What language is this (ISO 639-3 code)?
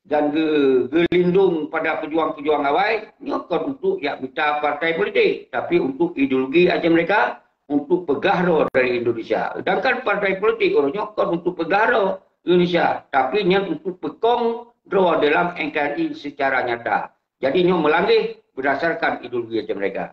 ace